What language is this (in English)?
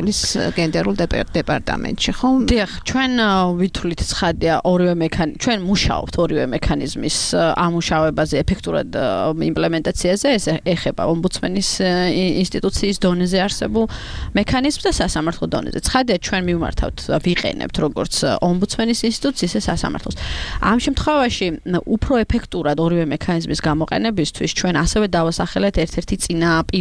Georgian